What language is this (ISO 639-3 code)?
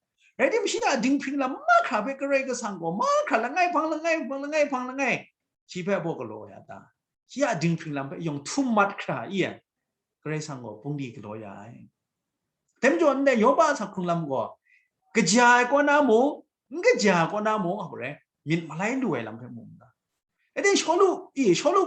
kac